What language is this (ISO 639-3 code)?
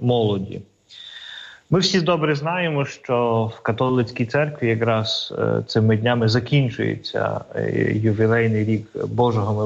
ukr